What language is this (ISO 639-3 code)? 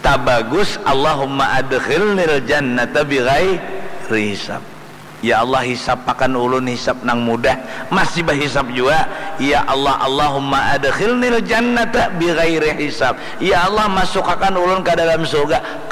bjn